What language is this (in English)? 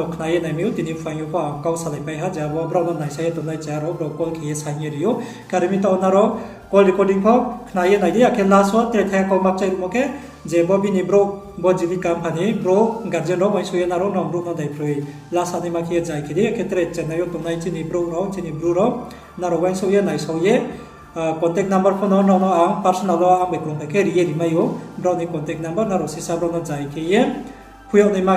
Riang (India)